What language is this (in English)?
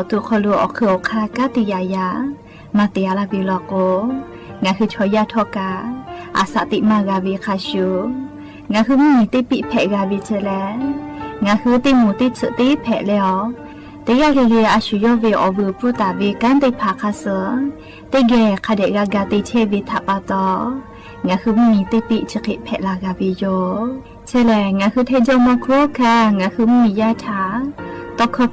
Lahu